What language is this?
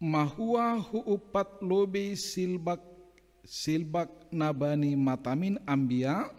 Batak Simalungun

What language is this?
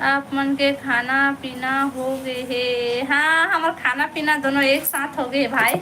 Chhattisgarhi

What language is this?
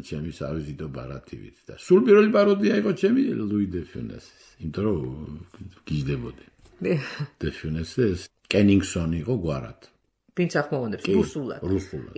Georgian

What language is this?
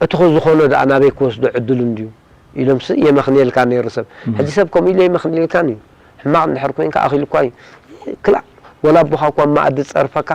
Tigrinya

